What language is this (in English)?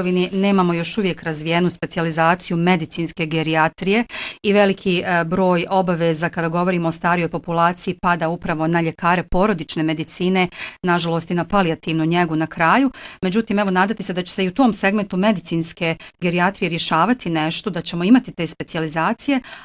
Bosnian